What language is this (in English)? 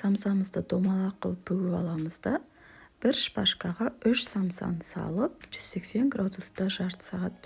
Kazakh